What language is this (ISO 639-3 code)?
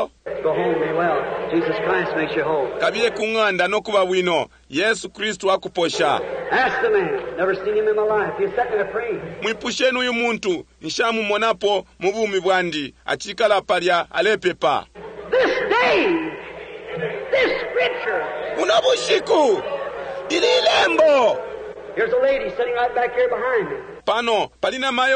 bem